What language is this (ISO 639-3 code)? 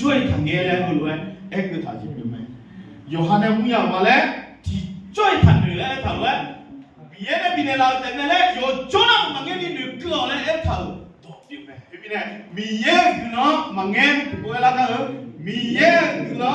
ahk